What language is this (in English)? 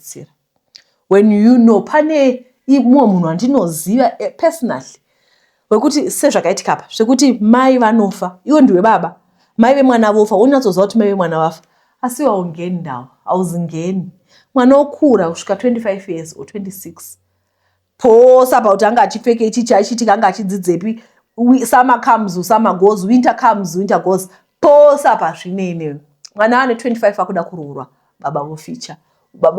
Shona